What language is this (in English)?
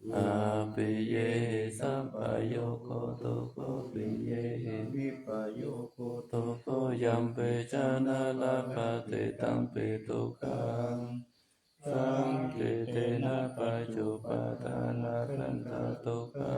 Pali